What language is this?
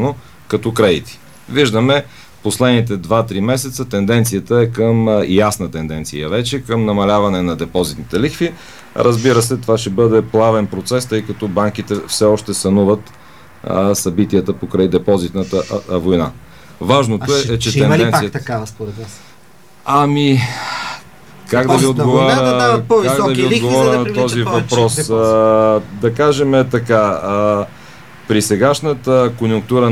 Bulgarian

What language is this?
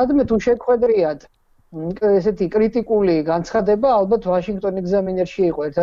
Georgian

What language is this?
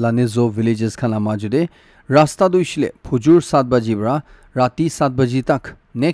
Naga Pidgin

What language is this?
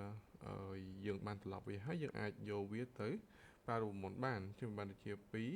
Khmer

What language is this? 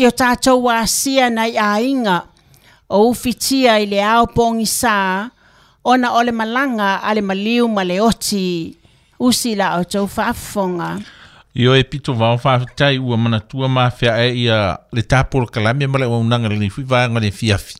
Samoan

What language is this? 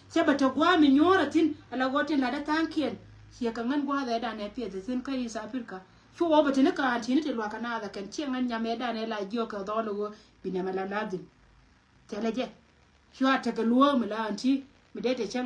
Nuer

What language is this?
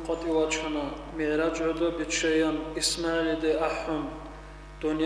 Avaric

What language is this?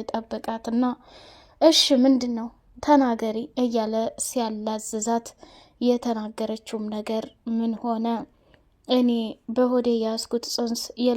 Amharic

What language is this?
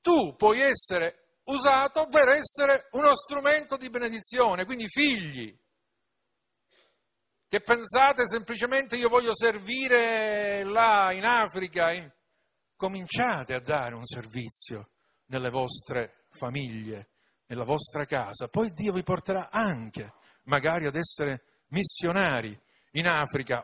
Italian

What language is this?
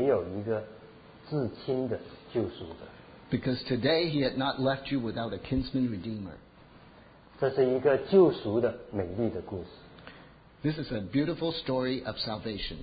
Chinese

